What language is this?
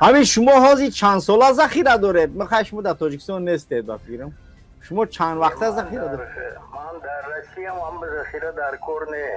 Tajik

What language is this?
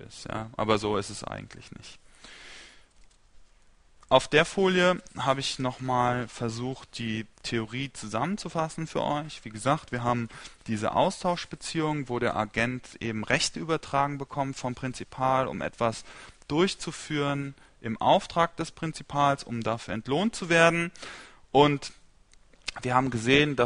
German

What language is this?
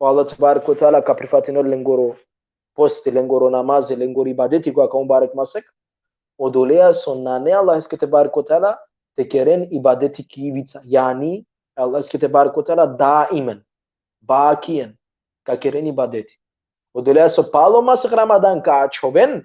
Balkan Romani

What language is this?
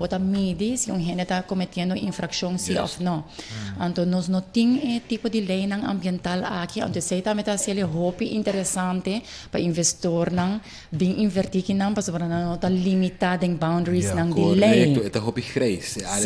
Papiamento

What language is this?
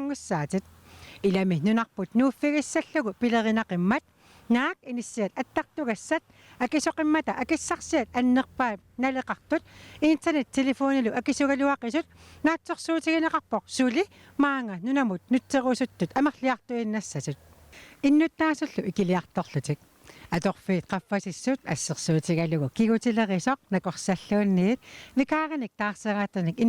Kalaallisut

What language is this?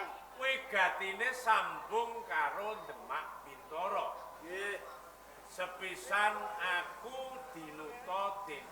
Javanese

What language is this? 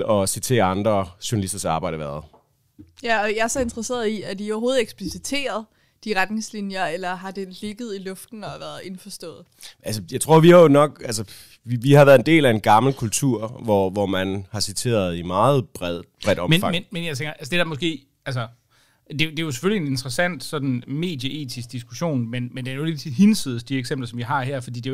Danish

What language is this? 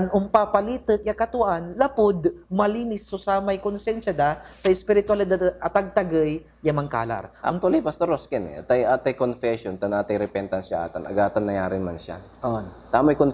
Pangasinan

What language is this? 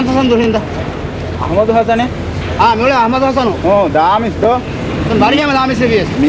Divehi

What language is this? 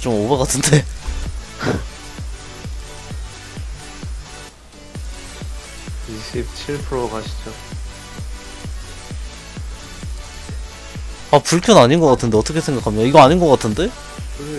Korean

